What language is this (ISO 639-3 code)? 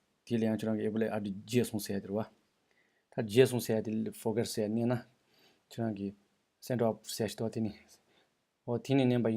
bod